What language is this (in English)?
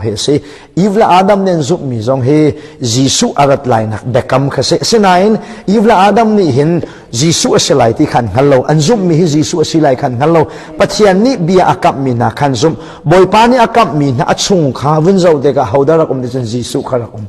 Hakha Chin